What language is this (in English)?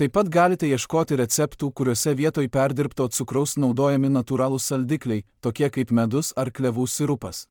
Lithuanian